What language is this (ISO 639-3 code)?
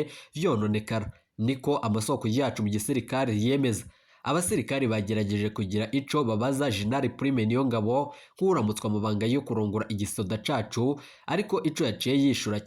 run